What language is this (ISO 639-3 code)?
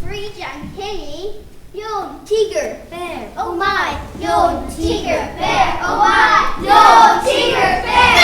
gle